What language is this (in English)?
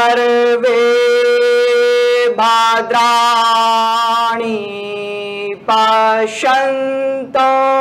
Hindi